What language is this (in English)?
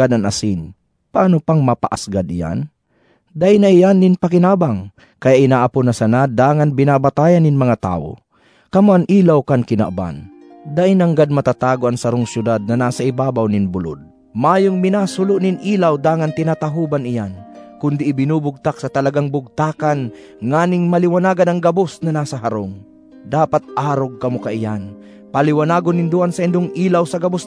Bikol